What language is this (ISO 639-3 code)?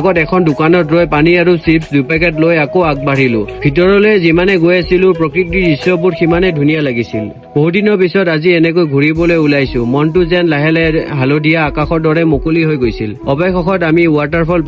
asm